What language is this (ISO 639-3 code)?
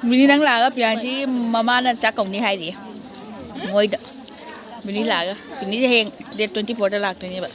mni